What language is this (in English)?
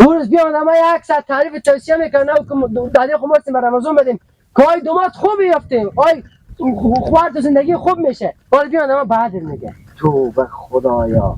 Hazaragi